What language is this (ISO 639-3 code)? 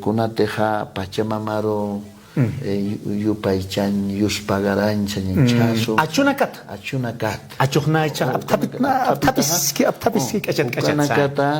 aym